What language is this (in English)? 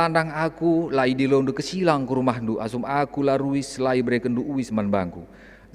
Batak Karo